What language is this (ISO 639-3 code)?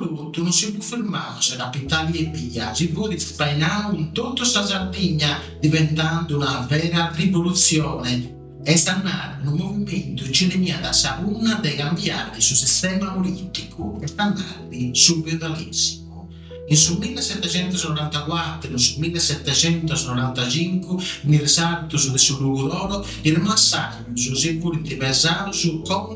srd